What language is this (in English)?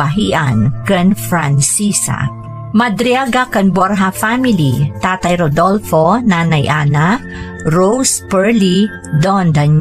Iloko